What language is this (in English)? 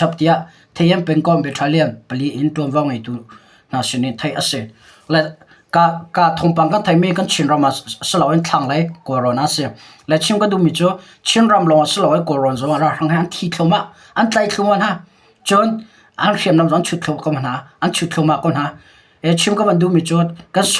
Hakha Chin